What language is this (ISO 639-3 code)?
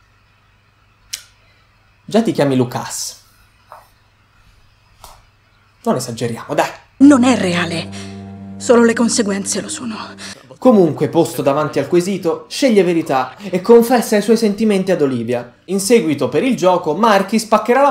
ita